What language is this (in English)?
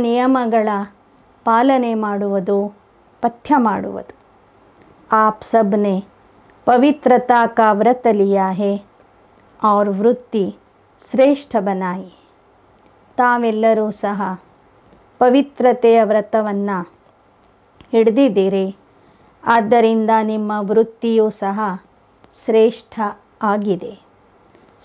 Kannada